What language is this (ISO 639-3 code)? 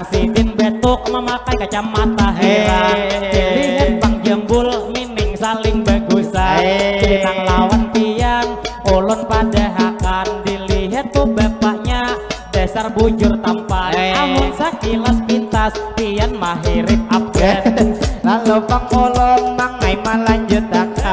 bjn